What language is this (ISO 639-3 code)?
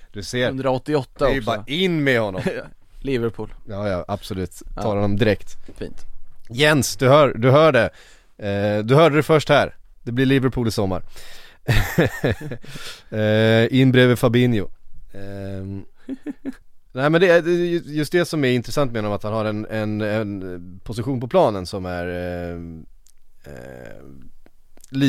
swe